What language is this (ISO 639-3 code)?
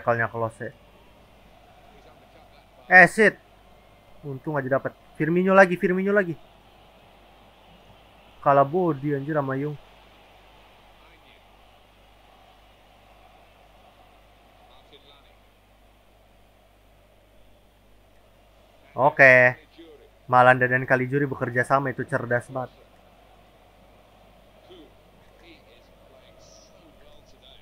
ind